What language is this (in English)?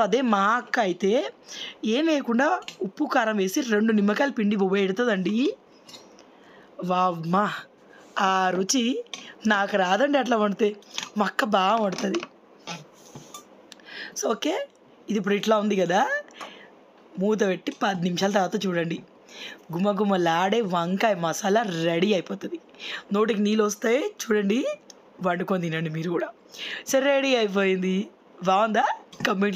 Telugu